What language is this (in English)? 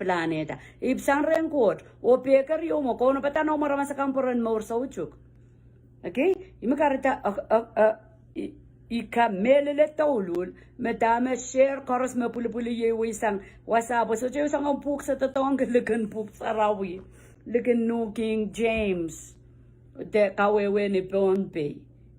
Pohnpeian